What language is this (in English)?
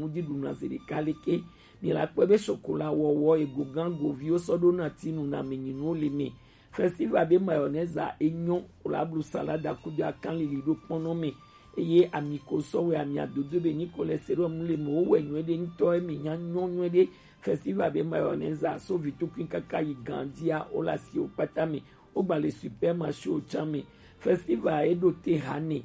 Gen